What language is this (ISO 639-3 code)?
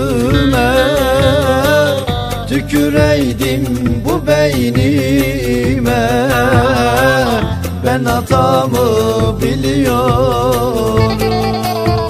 tur